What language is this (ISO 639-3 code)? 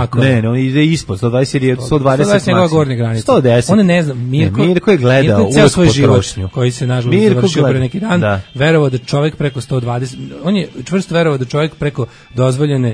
srp